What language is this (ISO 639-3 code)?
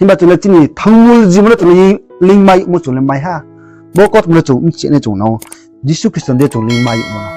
ria